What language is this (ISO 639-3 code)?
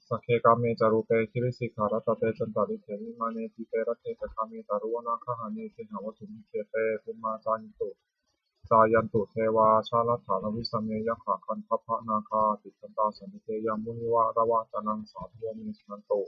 pli